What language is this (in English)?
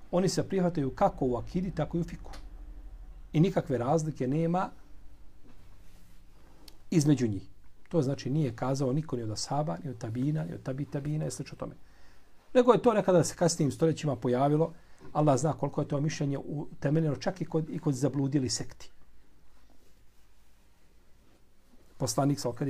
Bosnian